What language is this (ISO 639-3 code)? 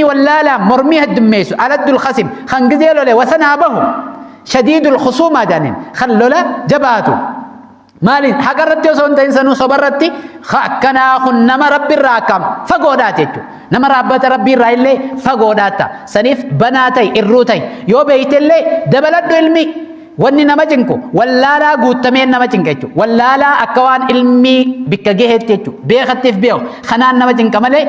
orm